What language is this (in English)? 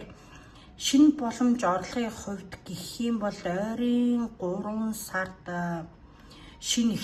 Mongolian